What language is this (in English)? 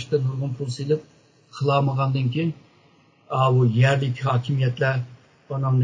Uyghur